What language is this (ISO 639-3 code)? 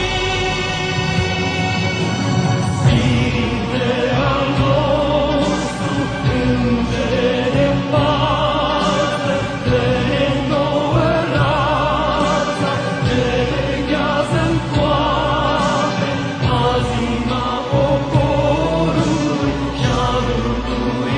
ron